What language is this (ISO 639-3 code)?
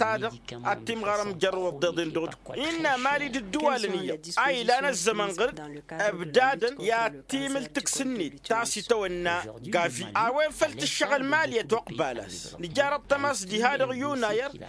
taq